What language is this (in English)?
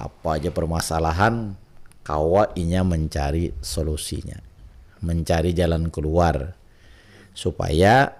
Banjar